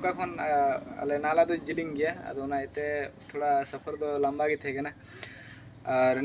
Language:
Santali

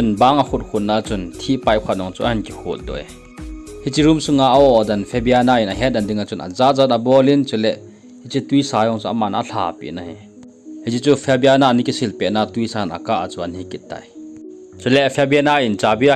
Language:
Thado Chin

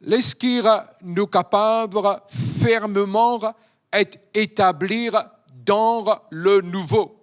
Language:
Morisyen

